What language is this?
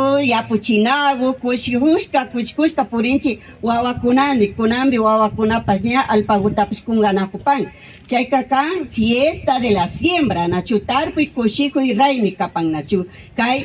Imbabura Highland Quichua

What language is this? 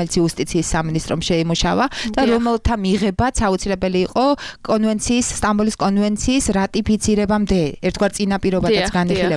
Georgian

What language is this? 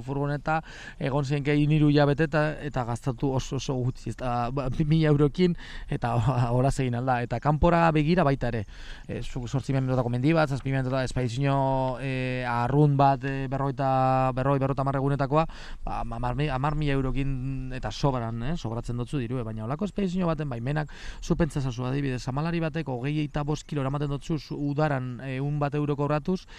Basque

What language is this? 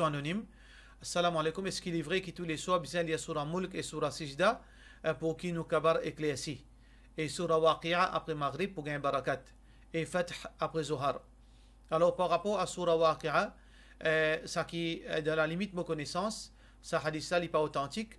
Morisyen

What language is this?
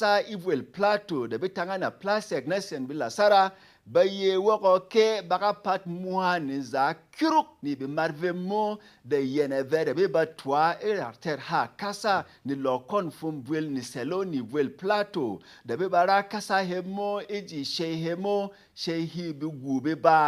Berom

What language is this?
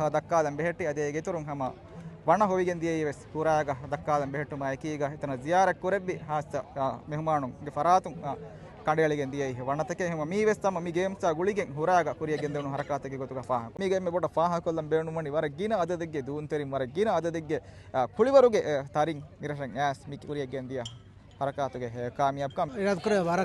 Divehi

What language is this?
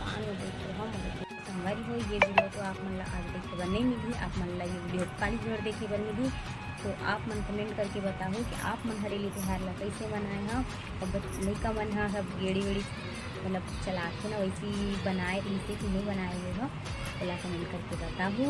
Chhattisgarhi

